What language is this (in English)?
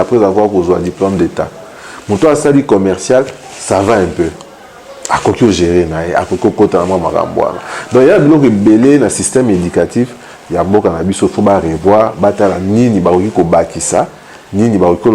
Lingala